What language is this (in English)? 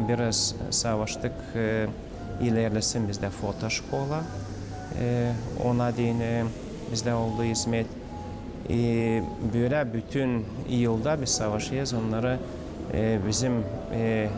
Gagauz